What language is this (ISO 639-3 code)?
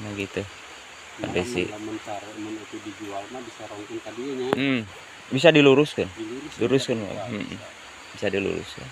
sun